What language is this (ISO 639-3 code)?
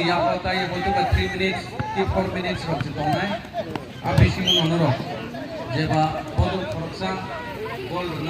trp